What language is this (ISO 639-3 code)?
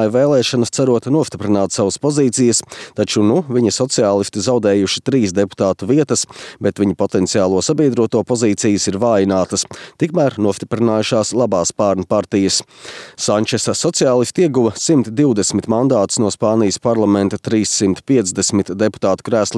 lav